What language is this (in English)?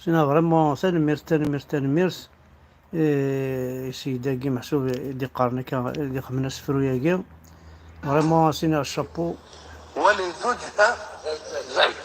Kabyle